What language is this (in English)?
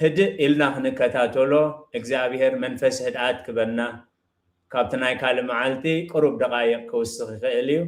Tigrinya